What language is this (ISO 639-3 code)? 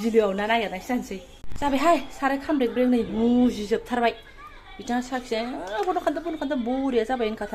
brx